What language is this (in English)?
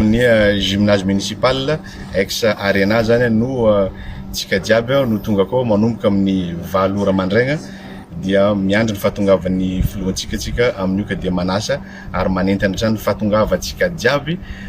Malagasy